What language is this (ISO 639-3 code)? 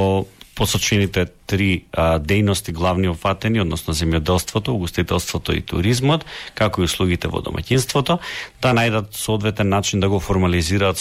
mkd